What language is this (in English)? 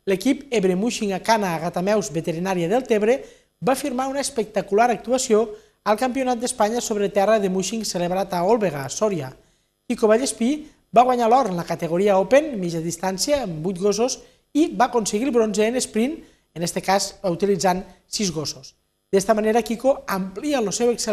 Catalan